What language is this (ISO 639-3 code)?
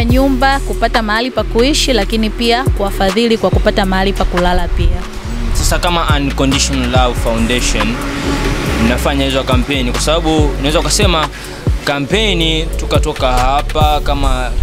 swa